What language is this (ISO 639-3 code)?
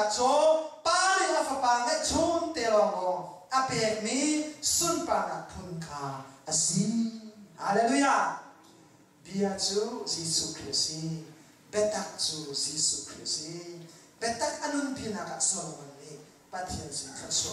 cnh